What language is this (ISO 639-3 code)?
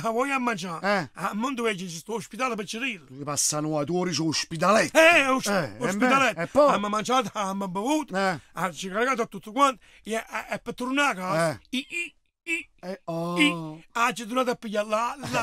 nap